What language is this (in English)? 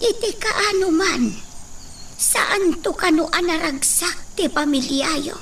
Iloko